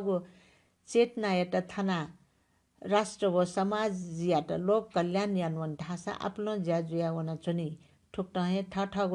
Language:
Newari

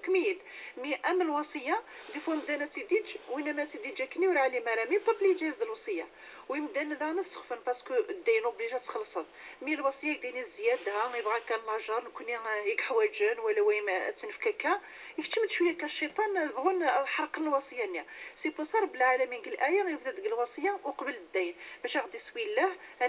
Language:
Moroccan Arabic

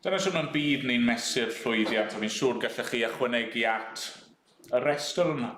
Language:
Welsh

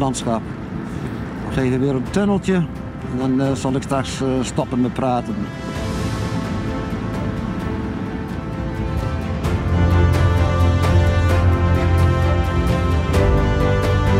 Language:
Dutch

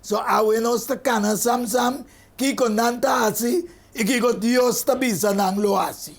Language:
Papiamento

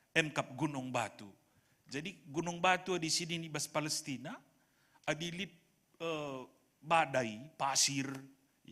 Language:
Batak Karo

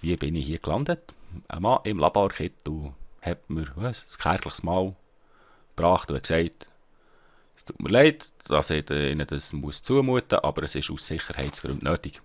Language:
Swiss German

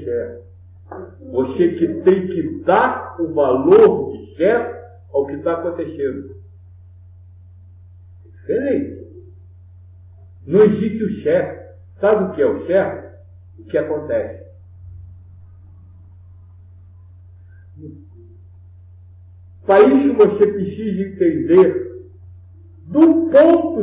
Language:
Portuguese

